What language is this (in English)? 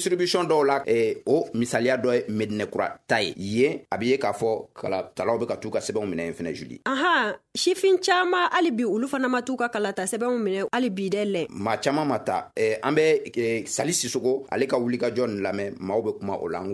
Bambara